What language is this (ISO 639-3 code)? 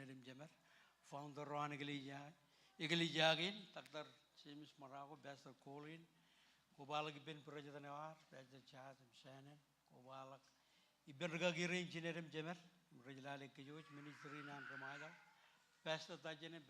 mah